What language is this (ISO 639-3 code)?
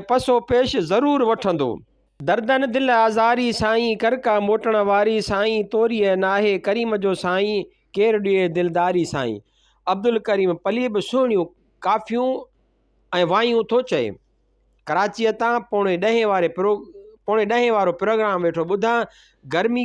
snd